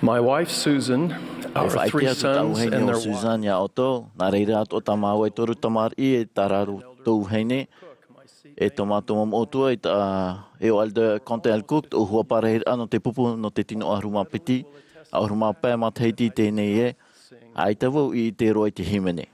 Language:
Tahitian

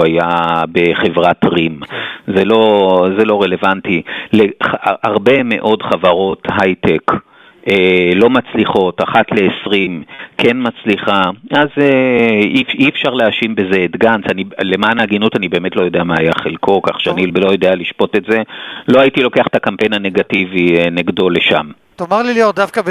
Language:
Hebrew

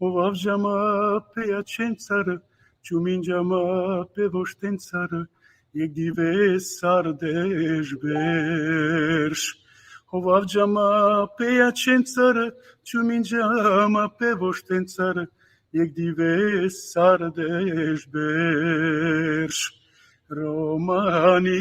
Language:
Balkan Romani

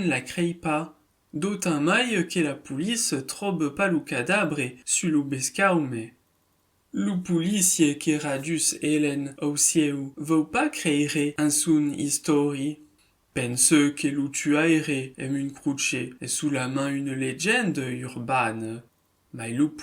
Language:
Occitan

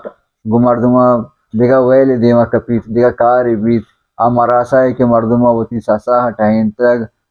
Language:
Baluchi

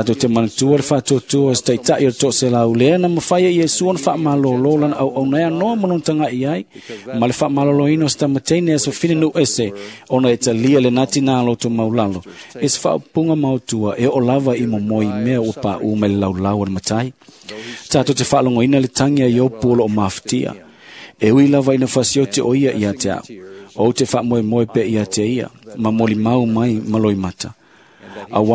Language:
Samoan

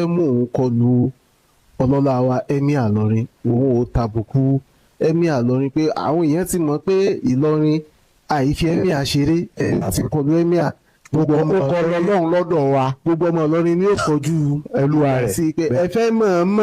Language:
Yoruba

